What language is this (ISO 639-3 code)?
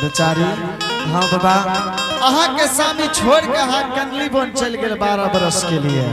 anp